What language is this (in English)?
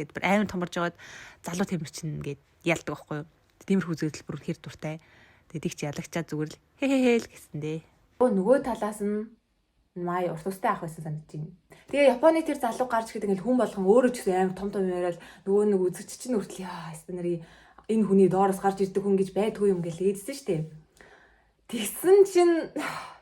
Mongolian